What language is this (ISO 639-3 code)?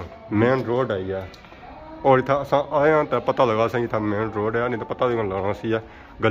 phr